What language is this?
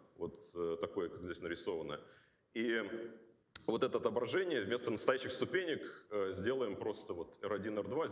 Russian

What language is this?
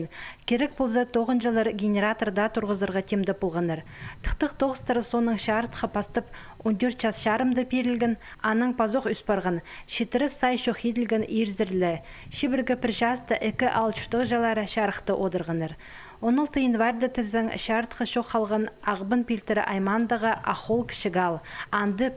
Khakas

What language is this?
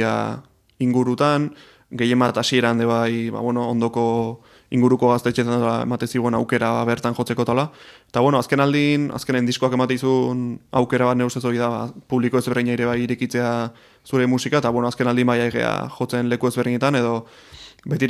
Basque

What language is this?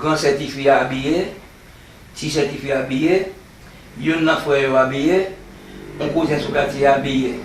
Haitian Creole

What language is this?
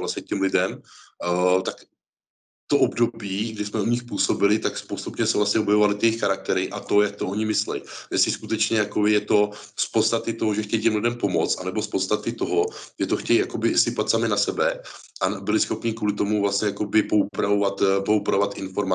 Czech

